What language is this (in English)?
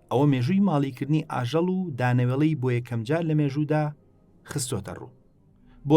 Central Kurdish